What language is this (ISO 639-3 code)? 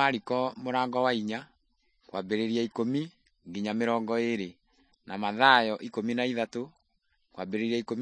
kik